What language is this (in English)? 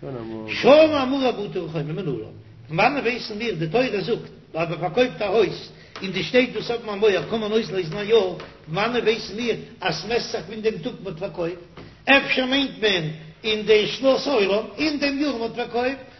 Yiddish